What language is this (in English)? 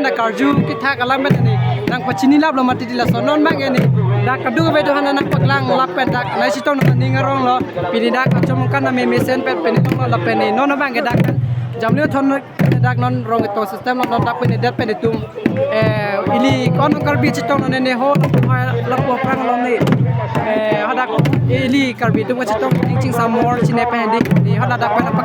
Karbi